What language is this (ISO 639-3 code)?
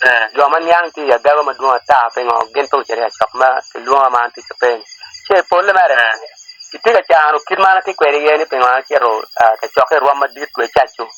ach